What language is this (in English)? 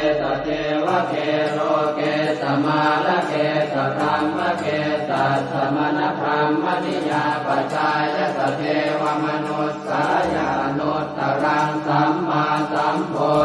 Pali